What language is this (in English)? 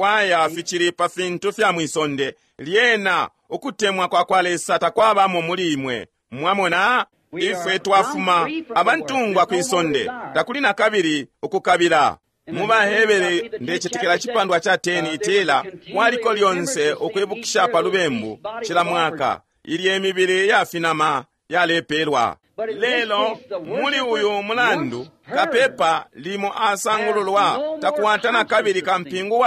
Bemba